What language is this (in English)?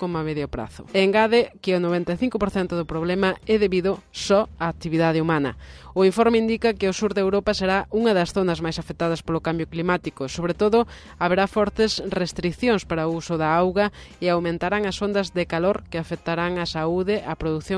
Galician